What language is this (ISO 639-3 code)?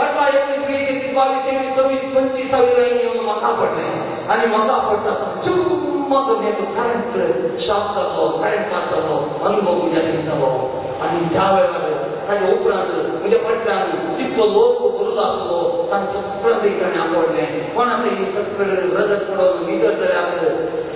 kok